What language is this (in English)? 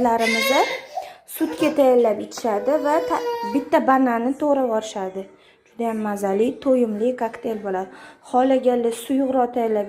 Uzbek